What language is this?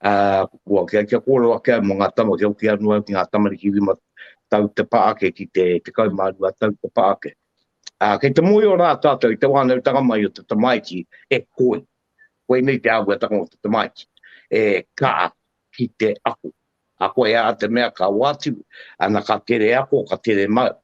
Māori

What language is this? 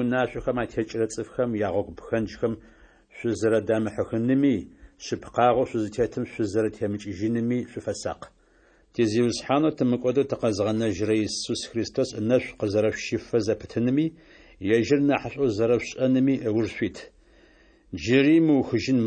Adyghe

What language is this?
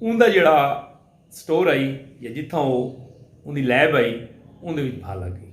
Saraiki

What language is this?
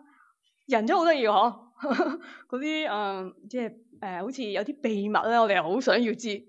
Cantonese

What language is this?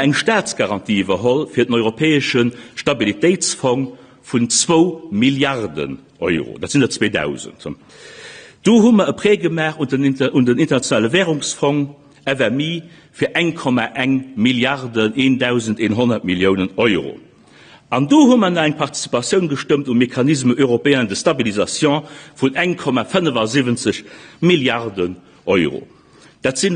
Luxembourgish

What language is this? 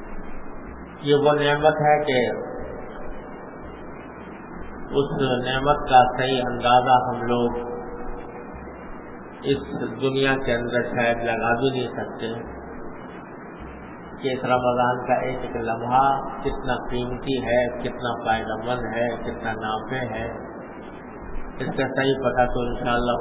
Urdu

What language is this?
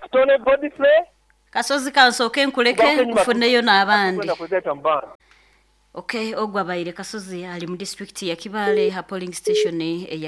Nyoro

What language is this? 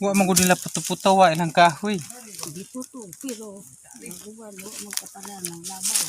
Cebuano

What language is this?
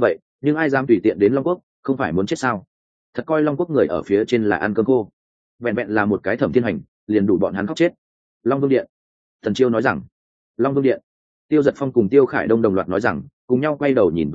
Vietnamese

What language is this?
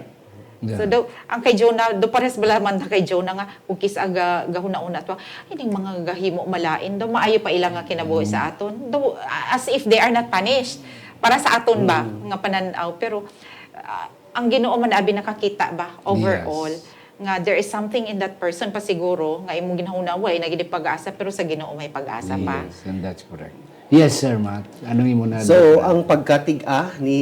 Hiligaynon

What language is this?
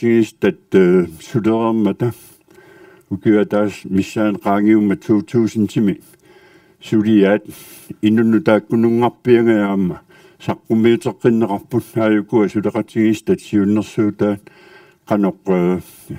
Kalaallisut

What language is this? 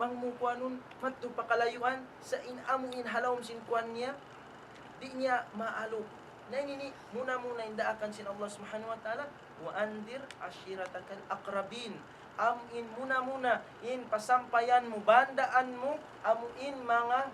Tausug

